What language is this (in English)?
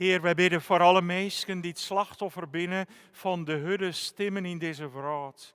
Western Frisian